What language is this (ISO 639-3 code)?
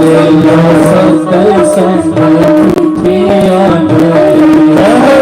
doi